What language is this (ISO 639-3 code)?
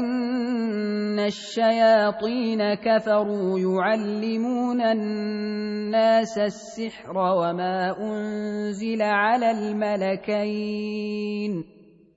ara